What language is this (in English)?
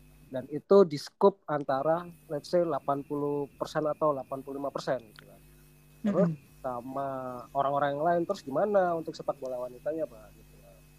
Indonesian